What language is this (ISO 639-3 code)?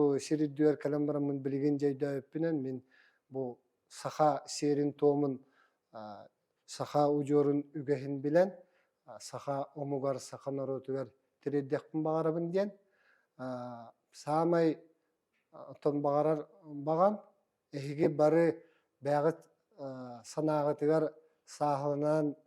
sah